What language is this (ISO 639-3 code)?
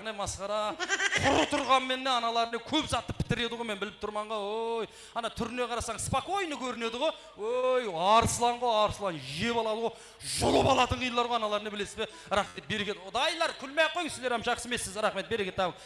kaa